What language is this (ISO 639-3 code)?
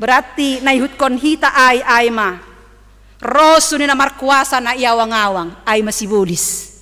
bts